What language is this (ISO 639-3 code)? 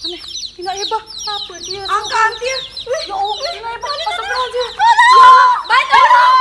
sas